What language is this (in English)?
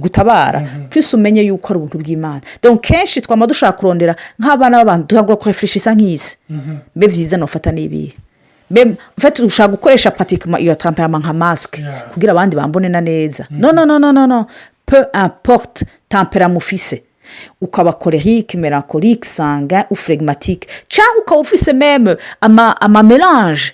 Rundi